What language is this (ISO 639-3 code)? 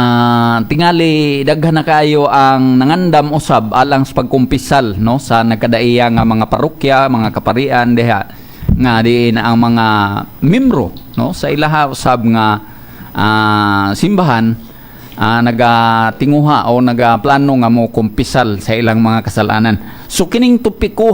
ceb